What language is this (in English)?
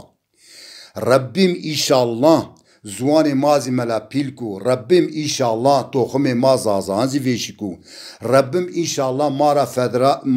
Zaza